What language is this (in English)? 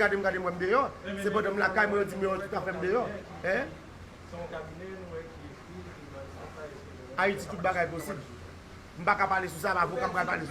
Haitian Creole